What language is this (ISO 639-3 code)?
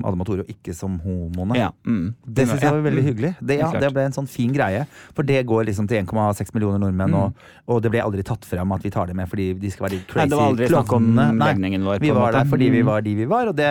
nor